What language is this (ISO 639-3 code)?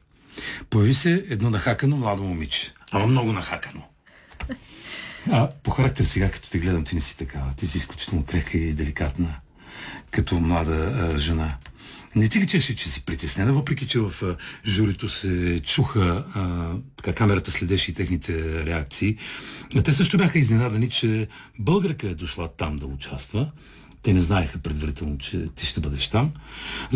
bul